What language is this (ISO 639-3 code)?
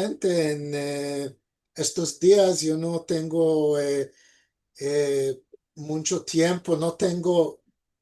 lad